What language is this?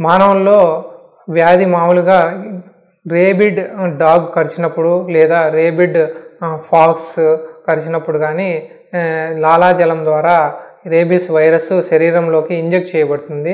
Telugu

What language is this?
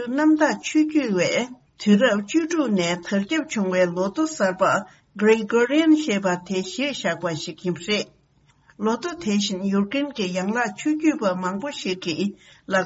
Tibetan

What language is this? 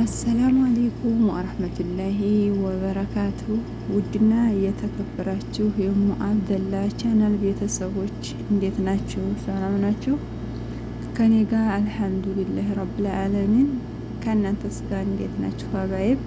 Amharic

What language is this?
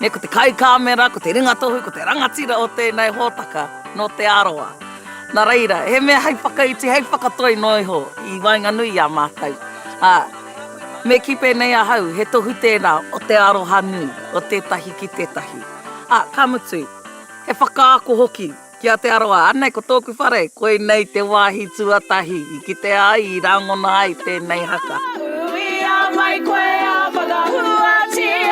Māori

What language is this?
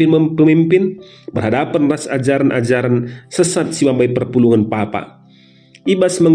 Batak Karo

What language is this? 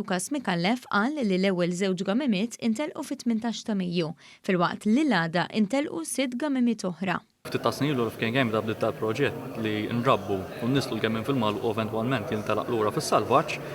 Maltese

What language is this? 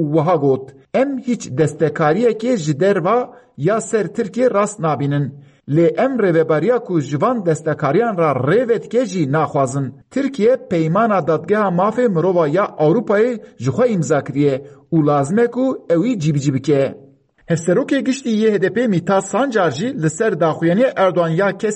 Kurdish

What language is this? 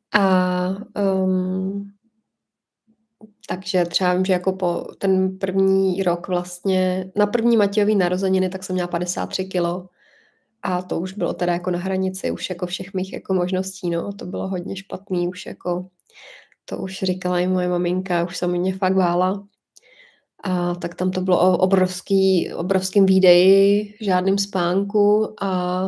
Czech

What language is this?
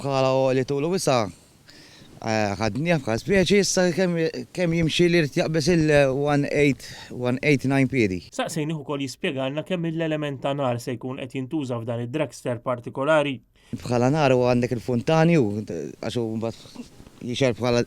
Maltese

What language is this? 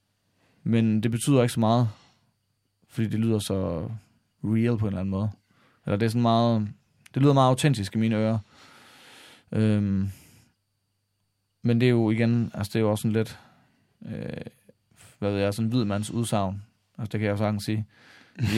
Danish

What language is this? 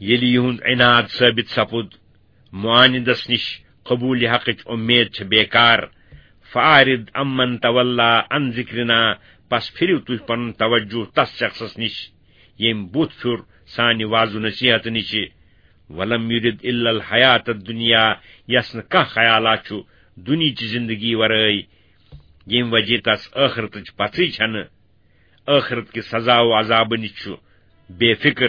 Kashmiri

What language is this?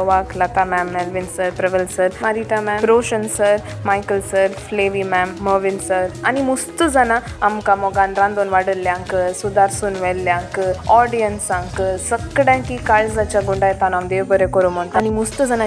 Konkani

